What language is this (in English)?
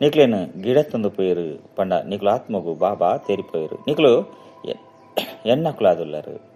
Tulu